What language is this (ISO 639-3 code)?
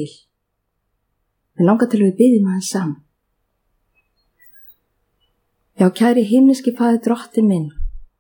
isl